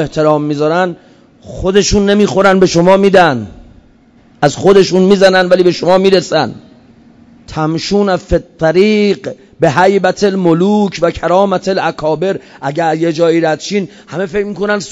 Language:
Persian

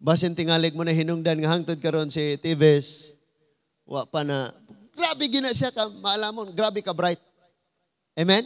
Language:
Cebuano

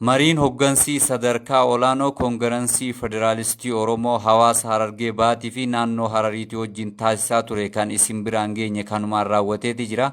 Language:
Oromo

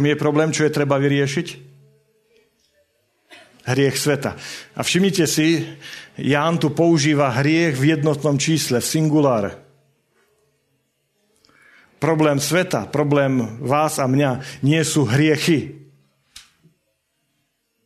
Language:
Slovak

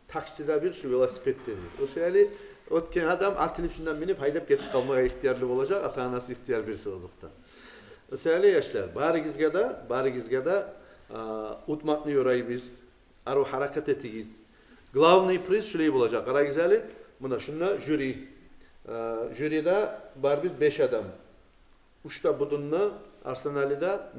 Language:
Kumyk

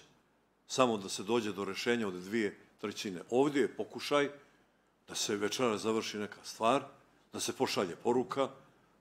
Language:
Bosnian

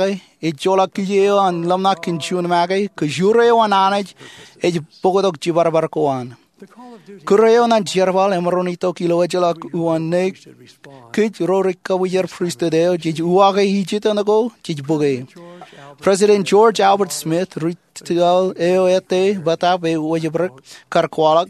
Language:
Marshallese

